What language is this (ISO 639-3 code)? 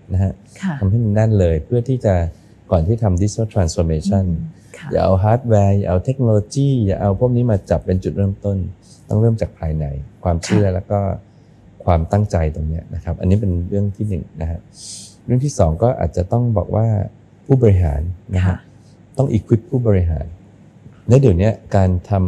tha